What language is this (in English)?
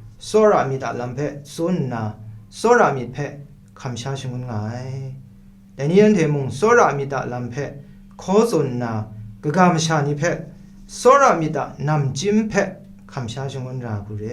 Kachin